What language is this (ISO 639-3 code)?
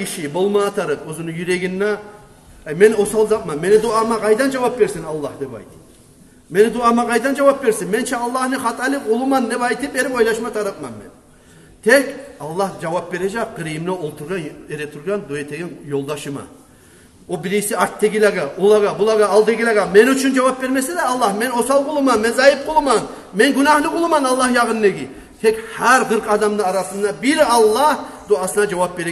kum